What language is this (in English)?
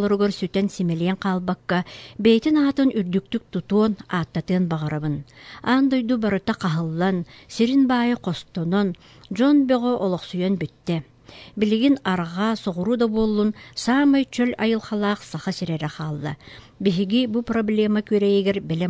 Yakut